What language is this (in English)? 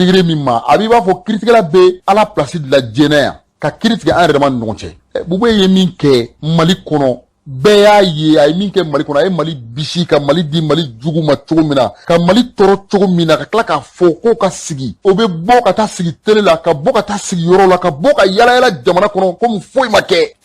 Bambara